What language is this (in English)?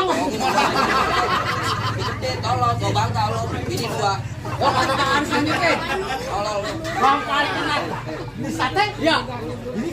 Betawi